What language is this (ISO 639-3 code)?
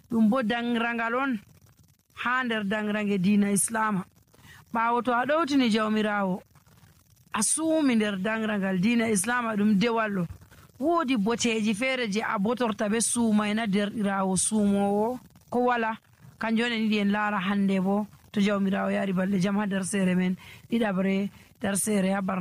fuv